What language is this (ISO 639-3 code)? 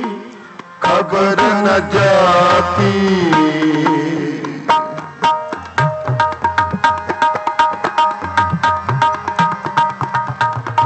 pan